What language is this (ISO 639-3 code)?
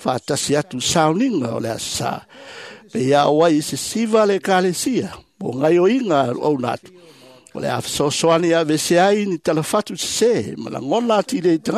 smo